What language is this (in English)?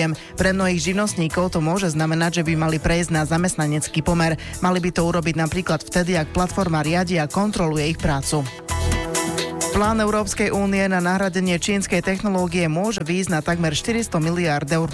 Slovak